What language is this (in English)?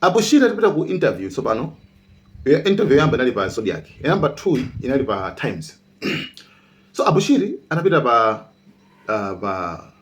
Nyanja